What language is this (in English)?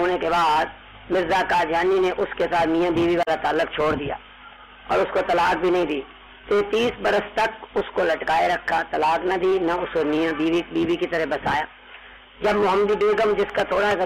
Urdu